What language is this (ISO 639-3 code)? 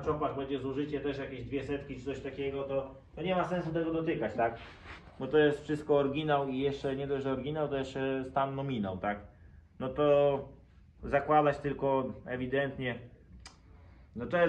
pol